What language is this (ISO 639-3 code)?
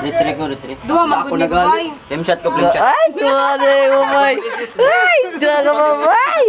ceb